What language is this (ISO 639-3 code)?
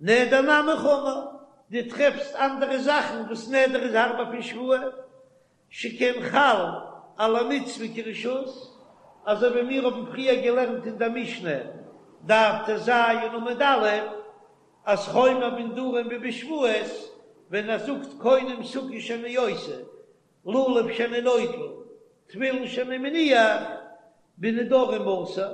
yid